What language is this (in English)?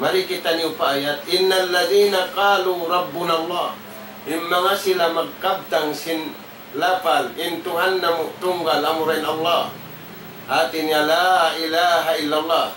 Tausug